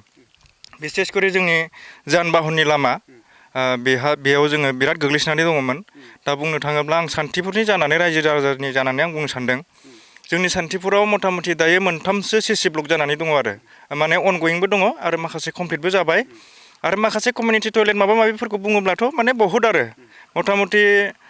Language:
Bodo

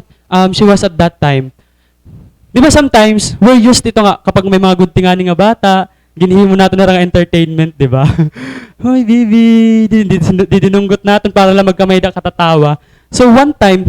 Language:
Waray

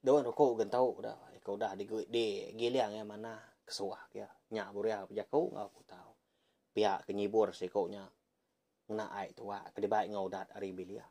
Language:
Iban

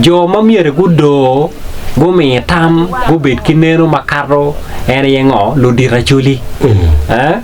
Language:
Acoli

